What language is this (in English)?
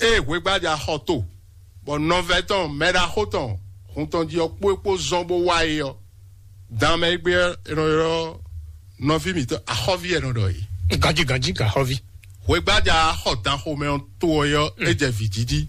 Fon